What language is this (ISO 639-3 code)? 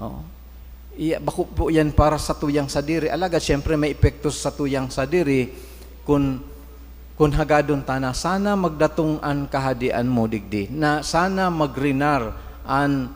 bik